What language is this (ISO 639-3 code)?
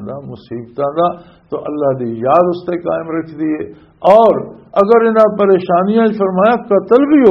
lah